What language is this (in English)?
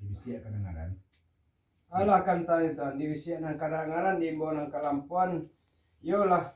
Minangkabau